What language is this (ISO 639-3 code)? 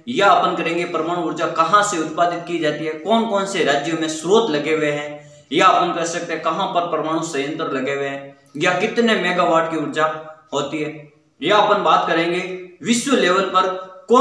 hin